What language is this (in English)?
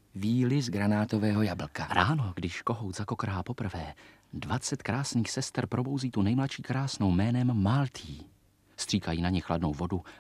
Czech